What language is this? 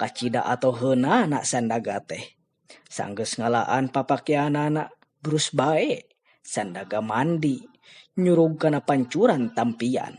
Sundanese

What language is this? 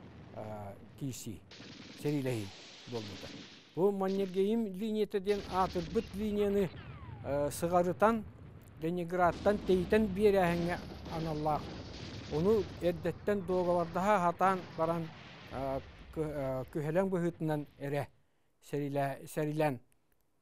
Yakut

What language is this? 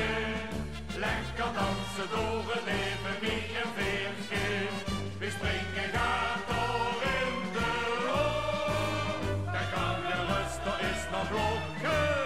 Limburgish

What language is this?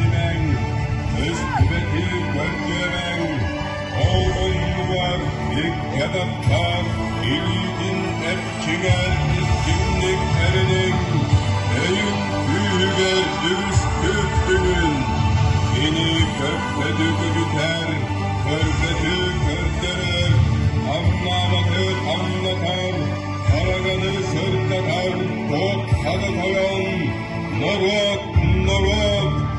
Yakut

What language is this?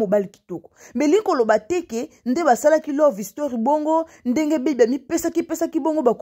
Lingala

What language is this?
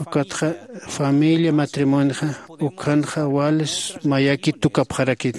Aymara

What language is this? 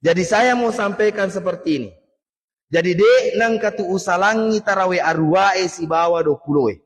Buginese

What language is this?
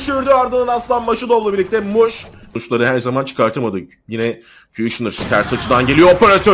Turkish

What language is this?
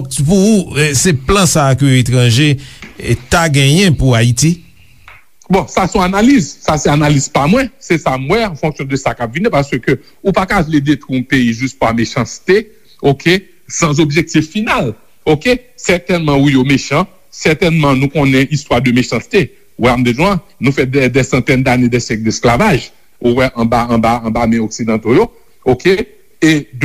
Haitian Creole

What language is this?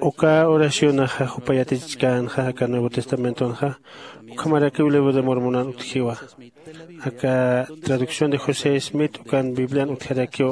Aymara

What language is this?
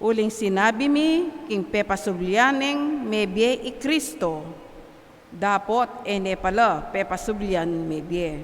Pampanga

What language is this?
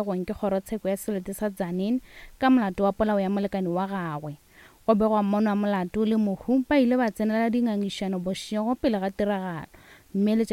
Northern Sotho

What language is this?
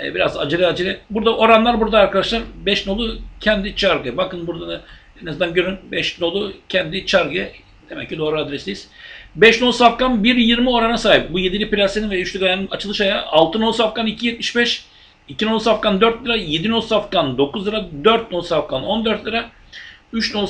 Turkish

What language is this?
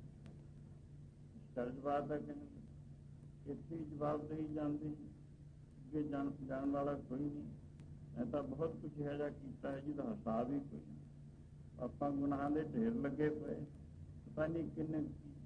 Punjabi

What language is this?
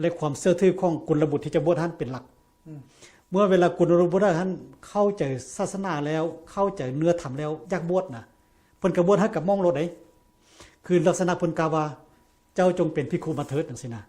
Lao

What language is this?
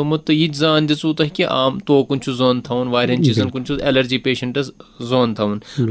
Kashmiri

